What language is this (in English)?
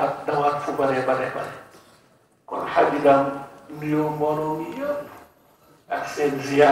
Wolof